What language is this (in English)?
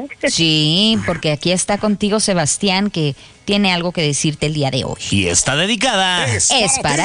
Spanish